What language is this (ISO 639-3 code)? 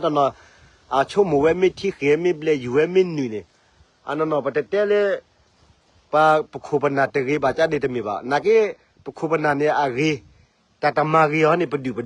ksw